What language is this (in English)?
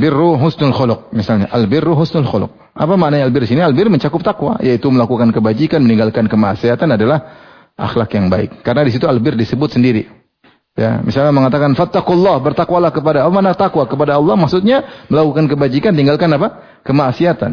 Indonesian